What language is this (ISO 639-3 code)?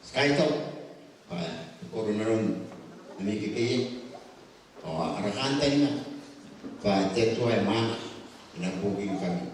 gil